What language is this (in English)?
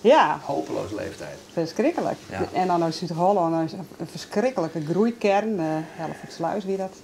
Western Frisian